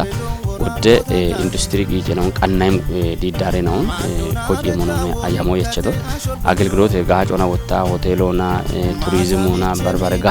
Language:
Kafa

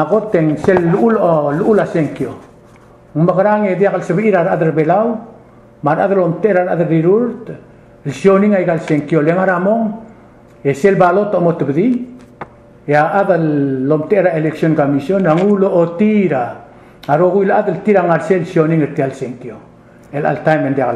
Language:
Palauan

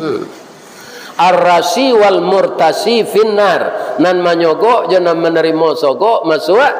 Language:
Minangkabau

